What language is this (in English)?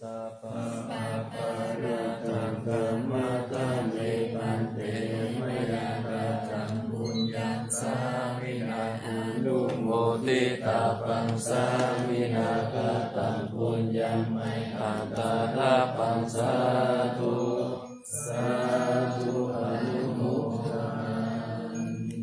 Pali